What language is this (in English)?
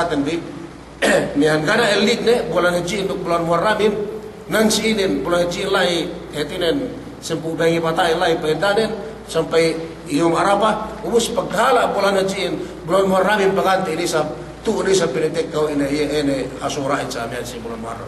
Yakan